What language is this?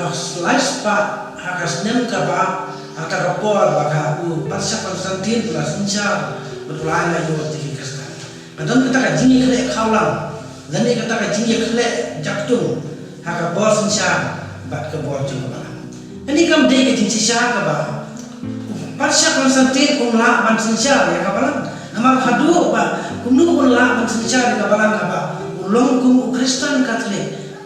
Khasi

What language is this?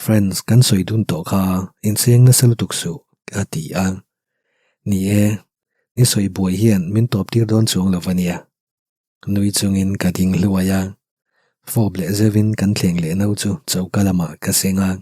Mizo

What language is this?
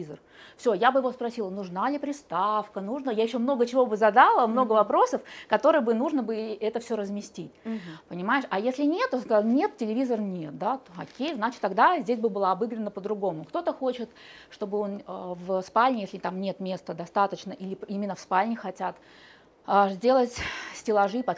Russian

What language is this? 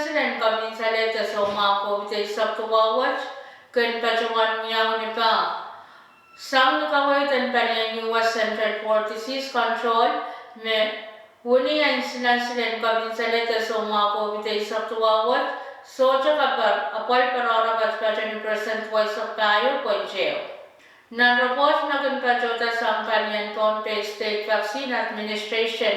Pohnpeian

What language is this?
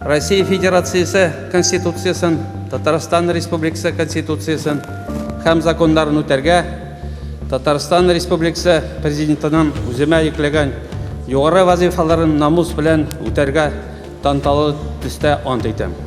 Tatar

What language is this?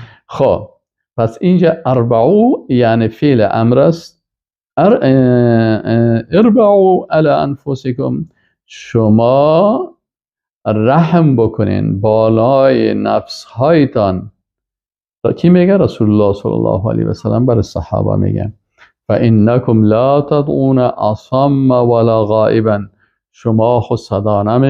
Persian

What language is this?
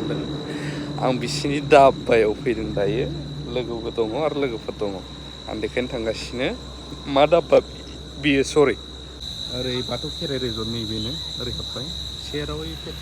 Bodo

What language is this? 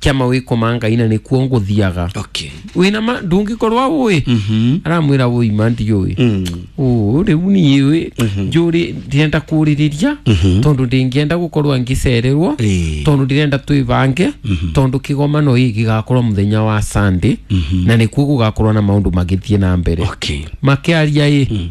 Kikuyu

